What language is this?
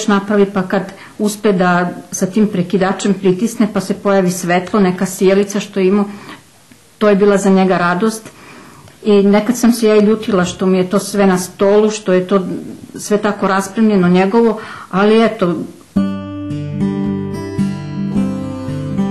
Serbian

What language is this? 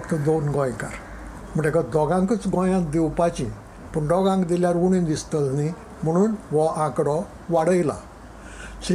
Konkani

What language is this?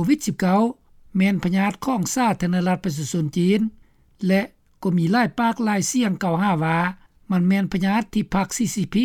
Lao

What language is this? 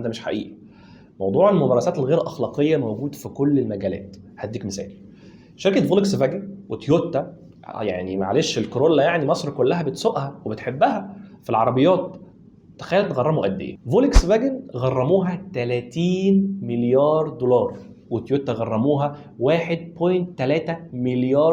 Egyptian Arabic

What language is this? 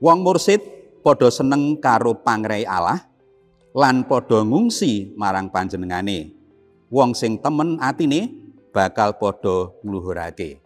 Javanese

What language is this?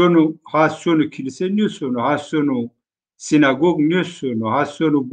Zaza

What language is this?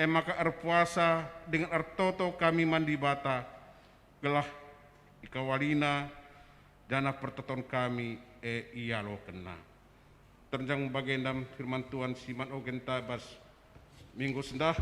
Batak Karo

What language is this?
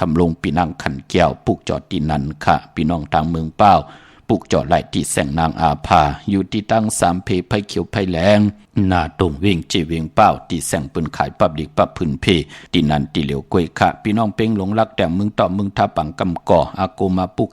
Shan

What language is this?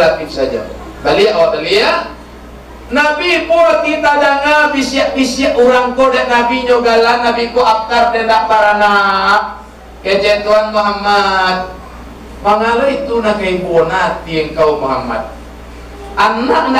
Minangkabau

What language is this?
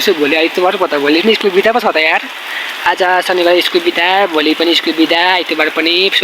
Nepali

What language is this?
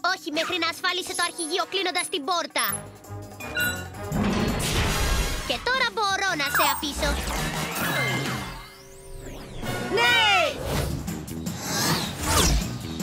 Greek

